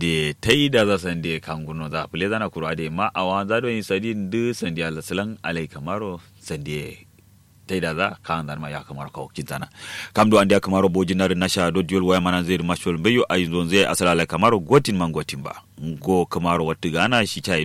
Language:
Kanuri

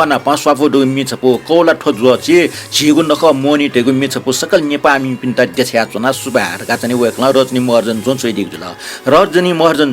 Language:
Newari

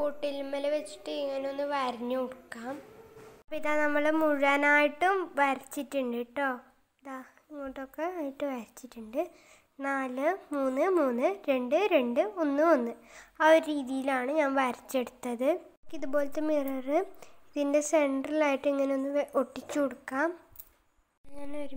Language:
Malayalam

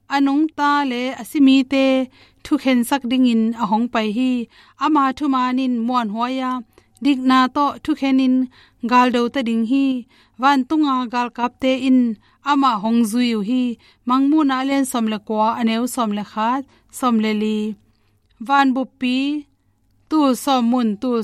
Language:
Tedim Chin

